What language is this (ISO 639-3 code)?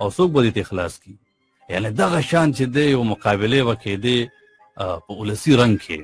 pus